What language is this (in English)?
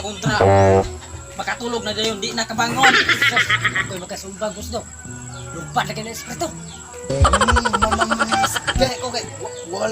Cebuano